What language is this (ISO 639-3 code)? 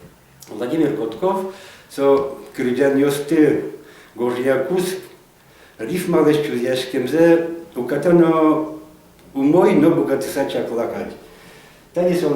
udm